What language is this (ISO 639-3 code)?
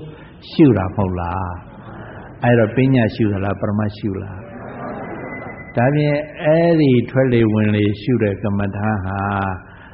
mya